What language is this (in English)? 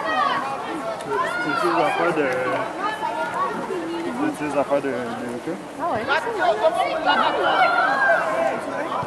French